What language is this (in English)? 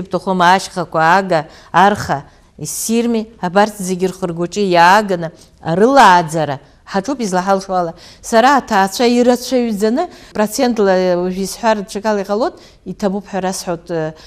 Abkhazian